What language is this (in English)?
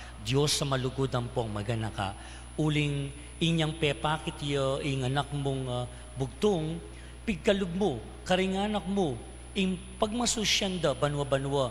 Pampanga